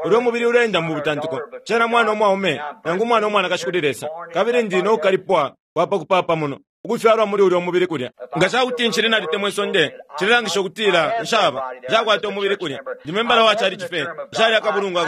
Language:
Bemba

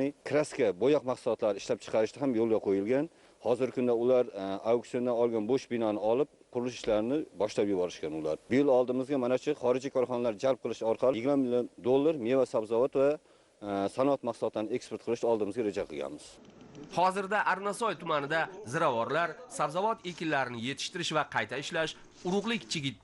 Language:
Uzbek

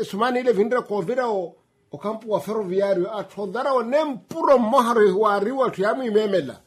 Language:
Makhuwa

